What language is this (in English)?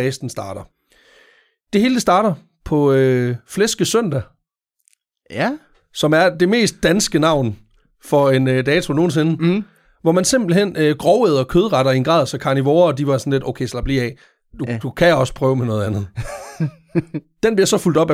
Danish